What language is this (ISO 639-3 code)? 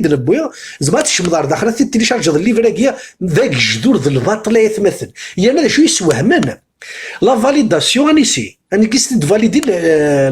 kab